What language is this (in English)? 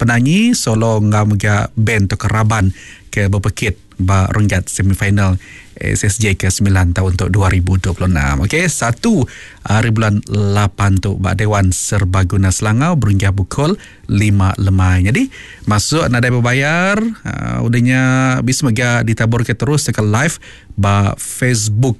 Iban